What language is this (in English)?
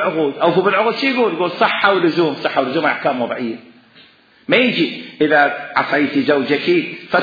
Mesopotamian Arabic